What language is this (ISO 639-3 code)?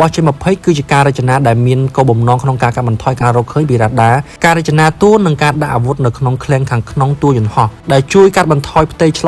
khm